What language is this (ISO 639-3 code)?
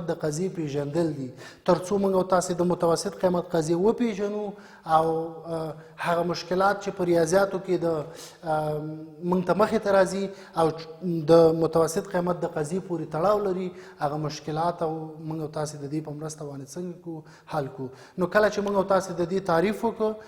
pus